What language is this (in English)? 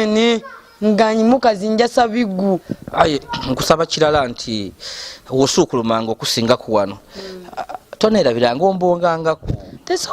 Soga